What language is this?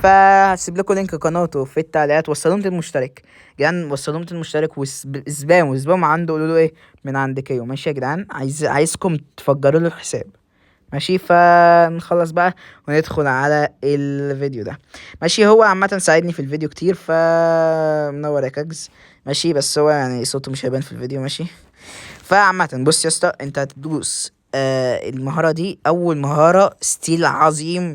Egyptian Arabic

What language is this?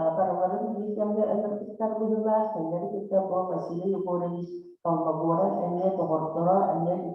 Yakut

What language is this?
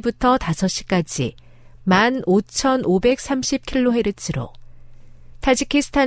Korean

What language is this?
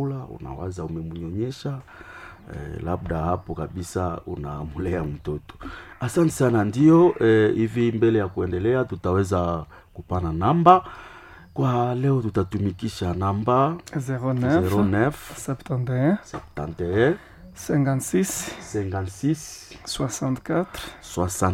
Swahili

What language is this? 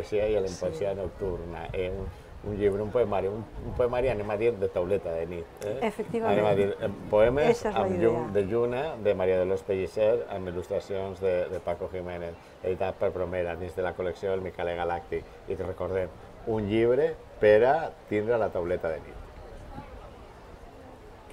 Catalan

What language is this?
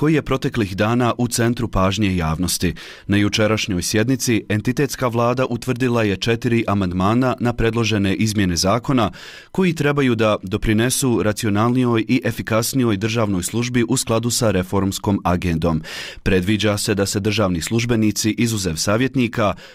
Bosnian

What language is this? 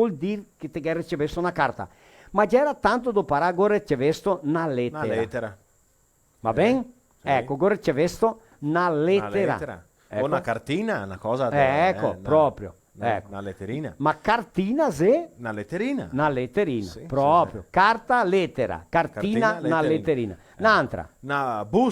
Venetian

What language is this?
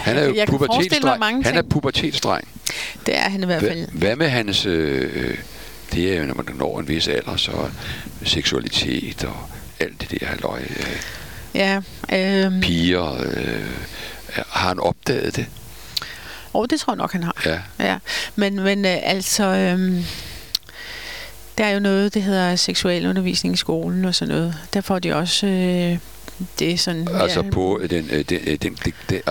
Danish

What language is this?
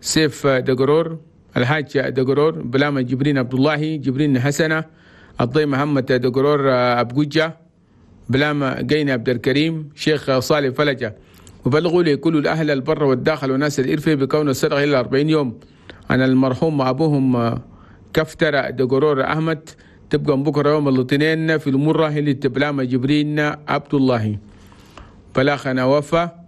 Chadian Arabic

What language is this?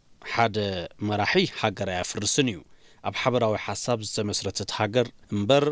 Tigrinya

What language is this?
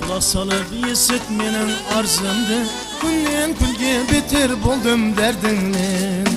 Kara-Kalpak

